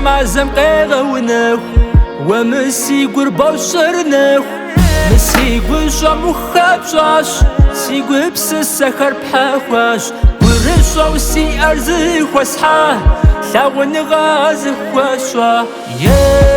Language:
Kabardian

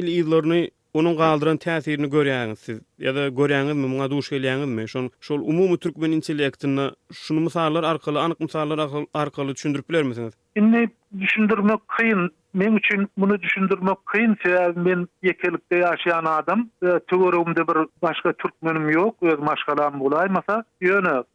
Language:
Turkmen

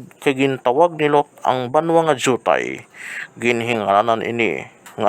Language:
Hiligaynon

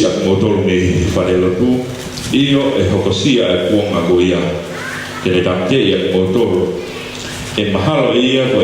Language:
Tongan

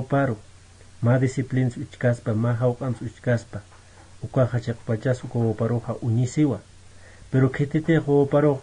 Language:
Aymara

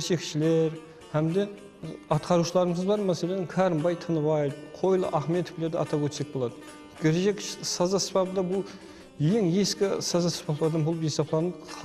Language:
Kara-Kalpak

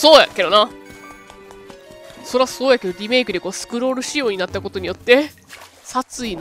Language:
Japanese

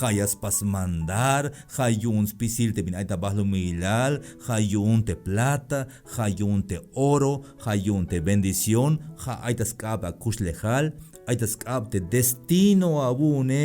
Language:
Tzeltal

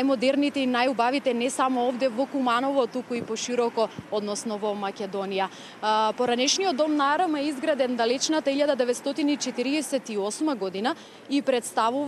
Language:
Macedonian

